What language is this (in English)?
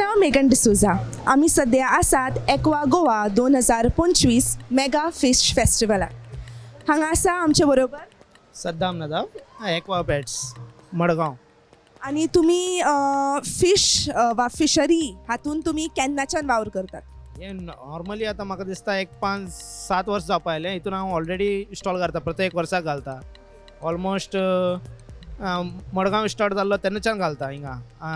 Konkani